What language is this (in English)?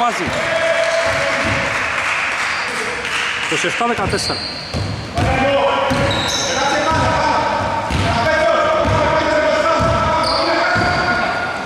Greek